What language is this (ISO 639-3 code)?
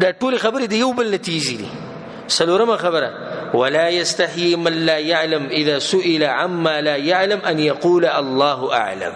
pus